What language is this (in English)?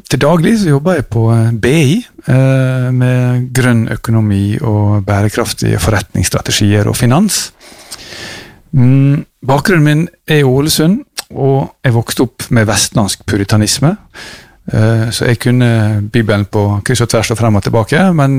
Norwegian